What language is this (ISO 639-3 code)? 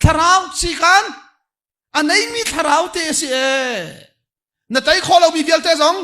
cnh